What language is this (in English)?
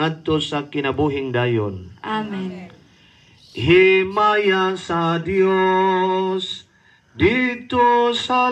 Cebuano